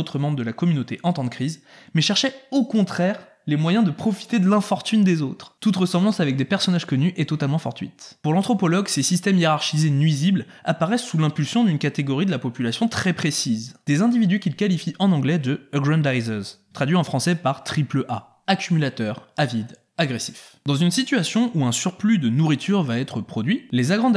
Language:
French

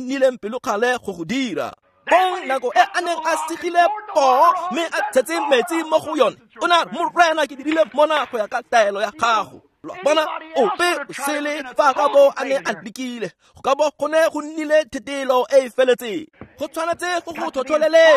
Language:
Tswana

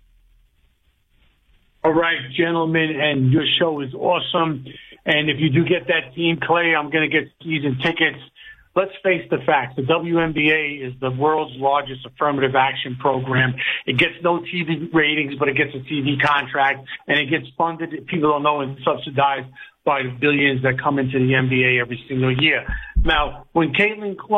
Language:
English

